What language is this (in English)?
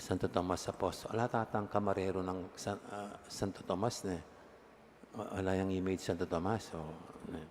Pampanga